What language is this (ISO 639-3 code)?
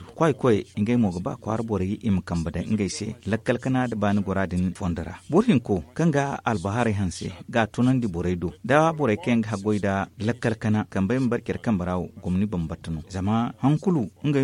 dje